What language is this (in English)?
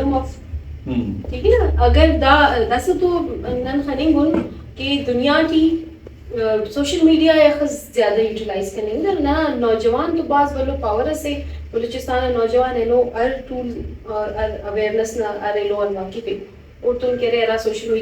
Brahui